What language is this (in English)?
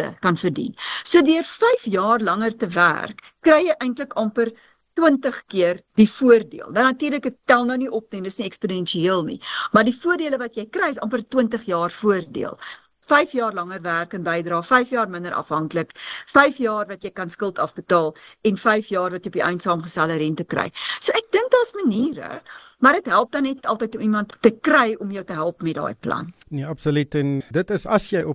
Afrikaans